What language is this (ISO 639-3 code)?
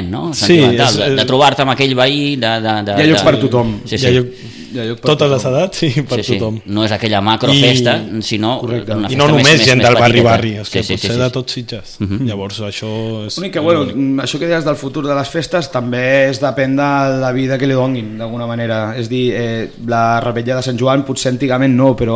cat